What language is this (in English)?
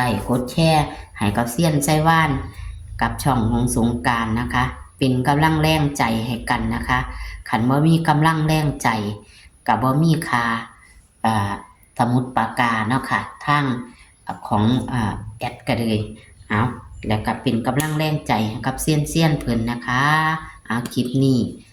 Northeastern Thai